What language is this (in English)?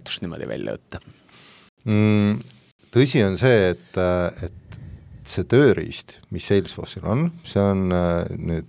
Estonian